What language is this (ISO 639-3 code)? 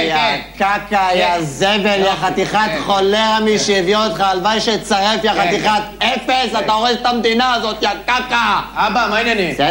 heb